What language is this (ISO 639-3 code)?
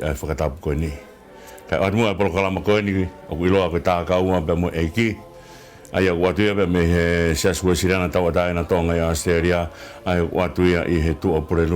ton